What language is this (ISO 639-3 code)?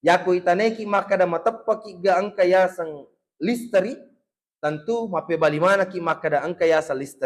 bug